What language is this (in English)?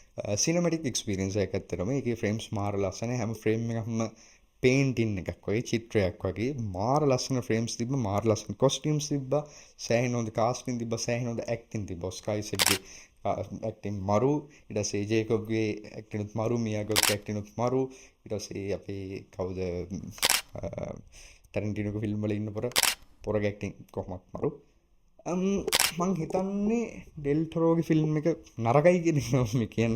Sinhala